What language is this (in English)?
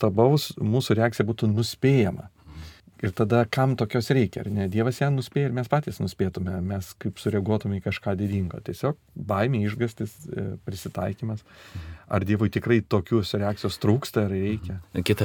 Lithuanian